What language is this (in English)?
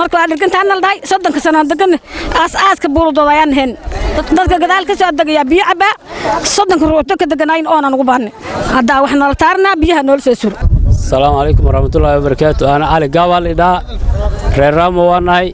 Somali